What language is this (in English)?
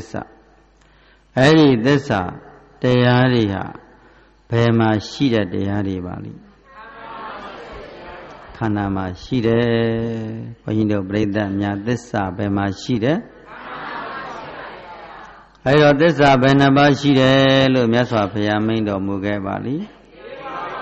Burmese